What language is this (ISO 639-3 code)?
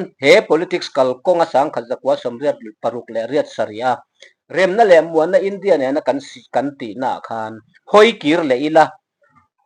lus